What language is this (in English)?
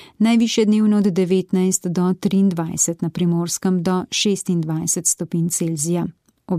Slovenian